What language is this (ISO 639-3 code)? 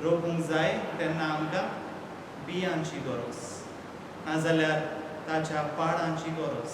kok